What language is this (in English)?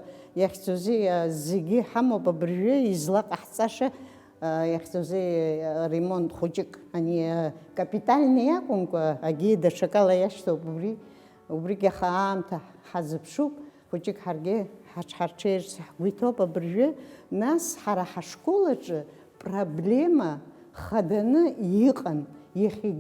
Abkhazian